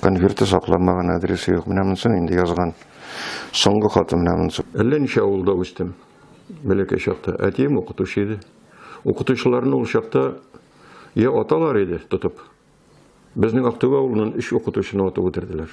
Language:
Tatar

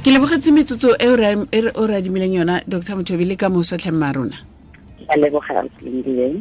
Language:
Tswana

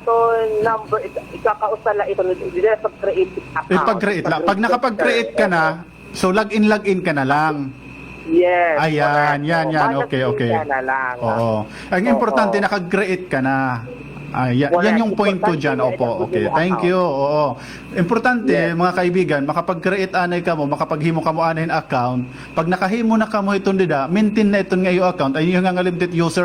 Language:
Waray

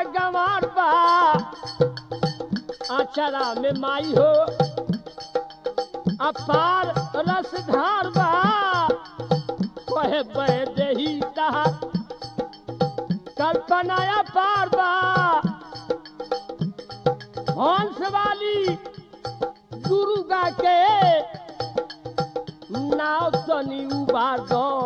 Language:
Bhojpuri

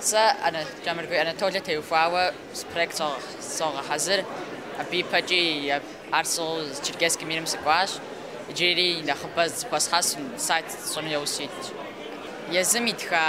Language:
Kabardian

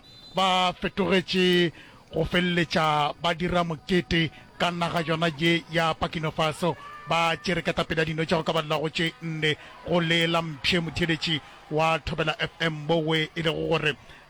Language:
Northern Sotho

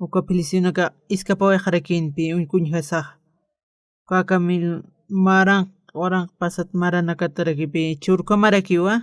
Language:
Aymara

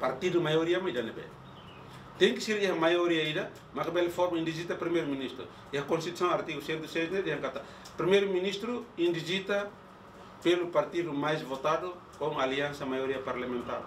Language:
Tetum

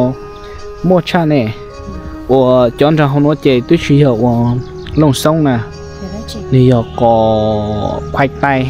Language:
Hmong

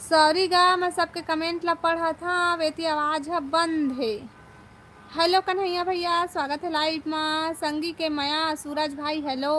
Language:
Chhattisgarhi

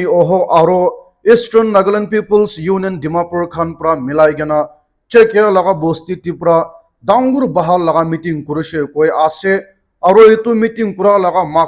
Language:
Naga Pidgin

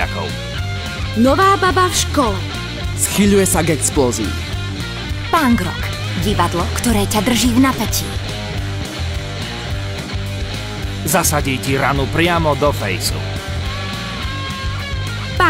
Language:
Slovak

